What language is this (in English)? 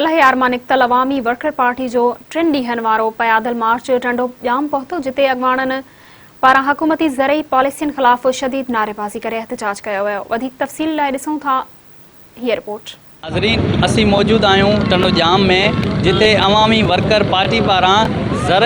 Sindhi